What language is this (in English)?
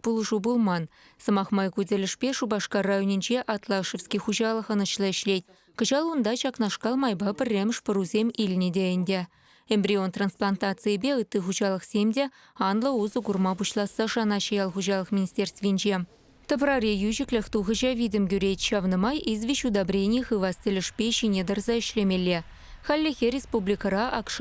Chuvash